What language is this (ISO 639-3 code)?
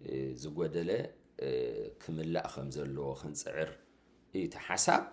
tir